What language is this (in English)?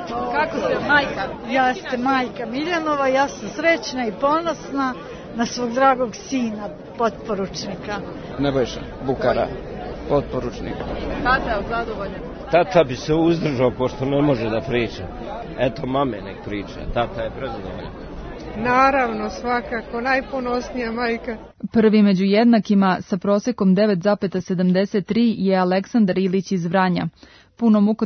Serbian